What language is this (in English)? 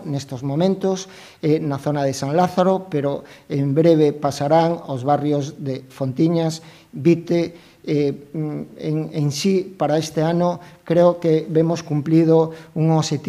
Galician